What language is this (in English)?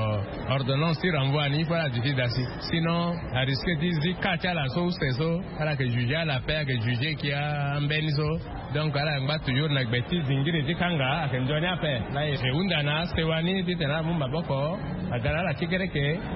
Sango